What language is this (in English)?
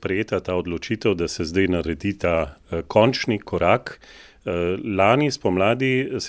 Slovenian